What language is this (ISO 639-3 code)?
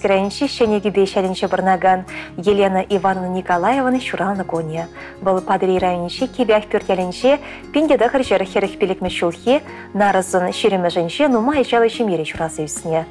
chv